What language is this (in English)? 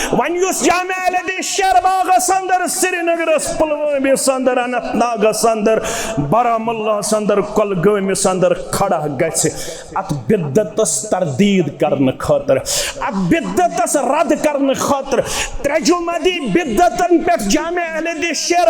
Kashmiri